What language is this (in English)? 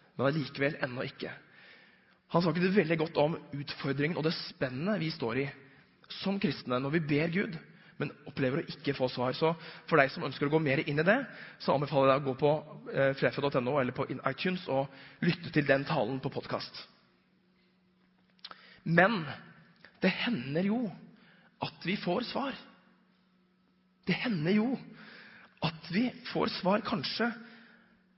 Norwegian